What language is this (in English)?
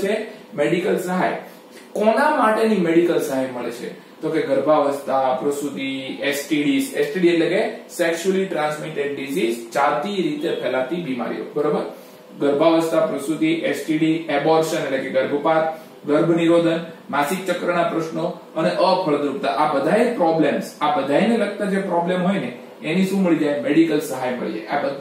Gujarati